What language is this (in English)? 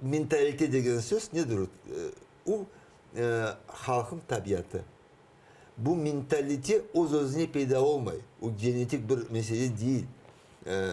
Crimean Tatar